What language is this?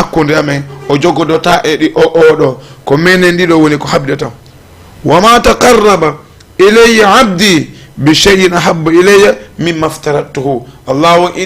Fula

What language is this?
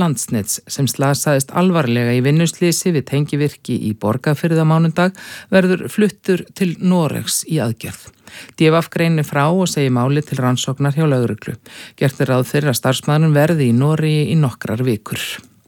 Icelandic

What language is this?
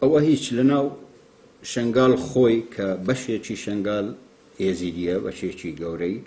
Central Kurdish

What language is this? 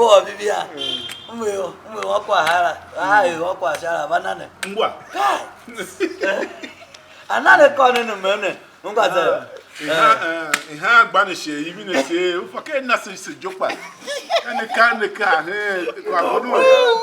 Tiv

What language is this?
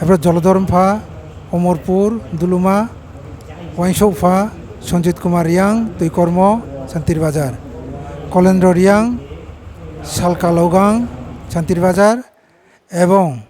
Riang (India)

